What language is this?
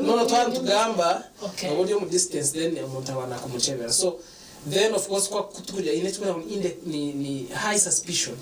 Nyankole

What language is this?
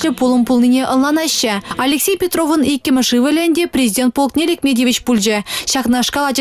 Chuvash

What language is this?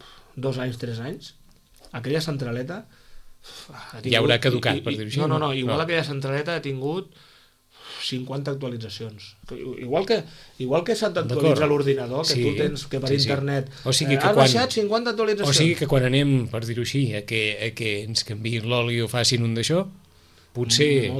Catalan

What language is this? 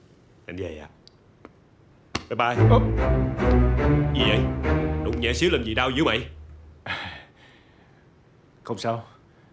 Vietnamese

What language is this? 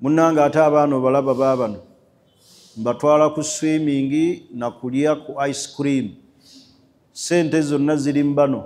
Ganda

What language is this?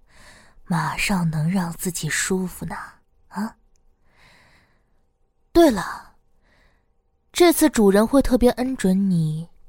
Chinese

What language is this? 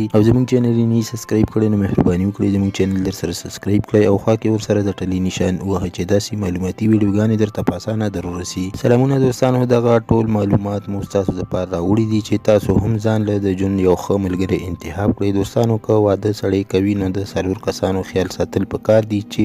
Pashto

